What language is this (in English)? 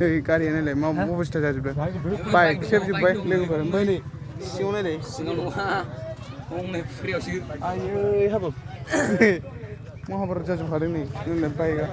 Bodo